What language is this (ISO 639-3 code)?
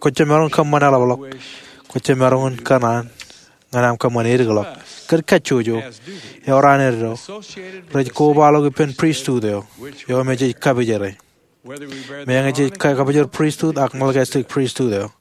mah